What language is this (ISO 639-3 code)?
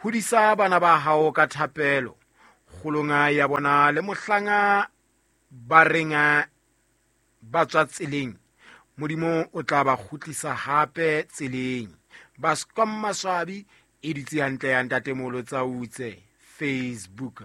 sot